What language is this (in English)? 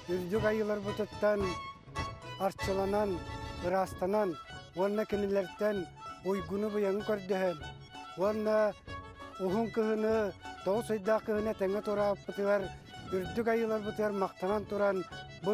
Yakut